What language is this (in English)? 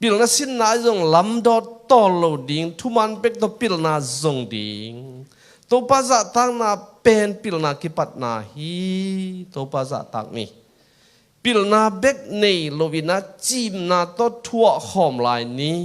Tedim Chin